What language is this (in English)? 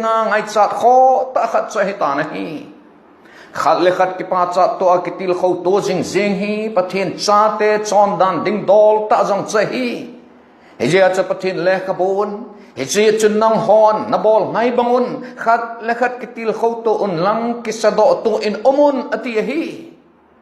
Thado Chin